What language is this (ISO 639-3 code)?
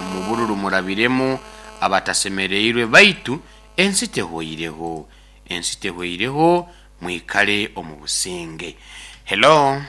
nyo